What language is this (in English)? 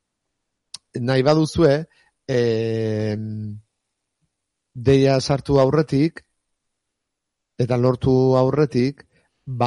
Basque